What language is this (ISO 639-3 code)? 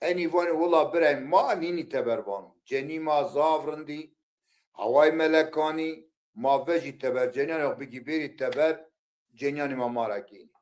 zza